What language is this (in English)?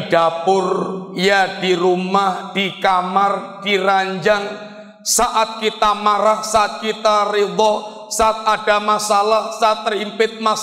Indonesian